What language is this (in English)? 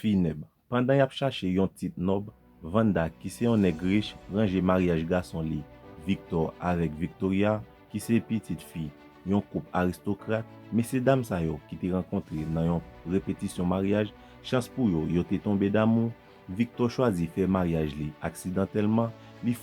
Haitian Creole